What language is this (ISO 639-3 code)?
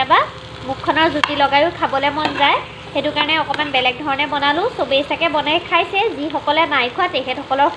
asm